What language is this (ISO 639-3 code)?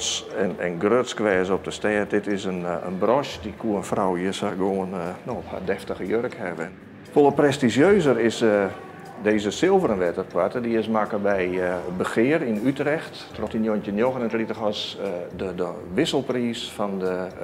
fry